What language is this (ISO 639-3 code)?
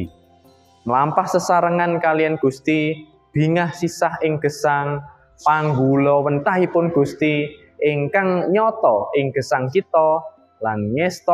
jav